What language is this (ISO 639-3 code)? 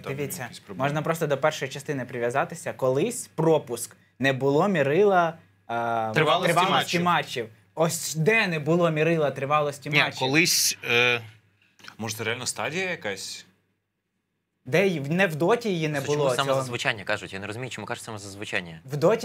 ukr